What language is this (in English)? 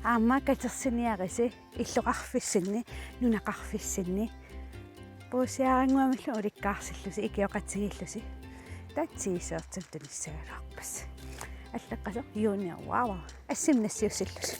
Kalaallisut